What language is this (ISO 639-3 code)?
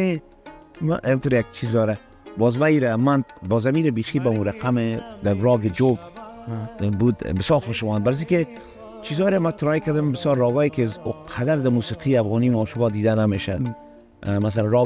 fas